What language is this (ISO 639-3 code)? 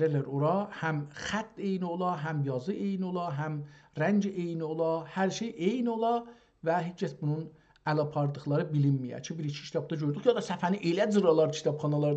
azb